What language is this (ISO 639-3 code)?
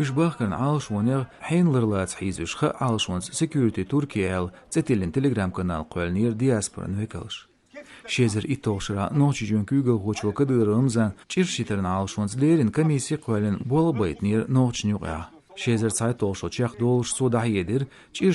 che